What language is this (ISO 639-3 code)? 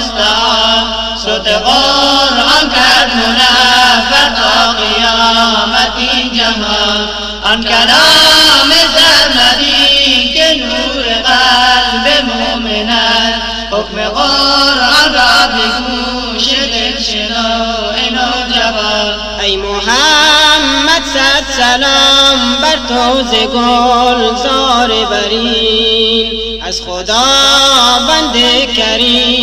fas